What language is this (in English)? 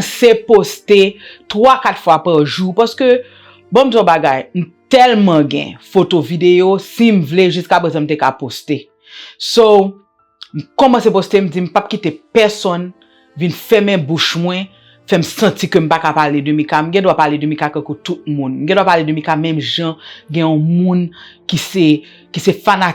Haitian Creole